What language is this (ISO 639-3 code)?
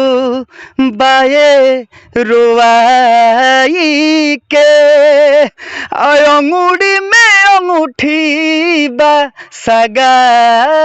bho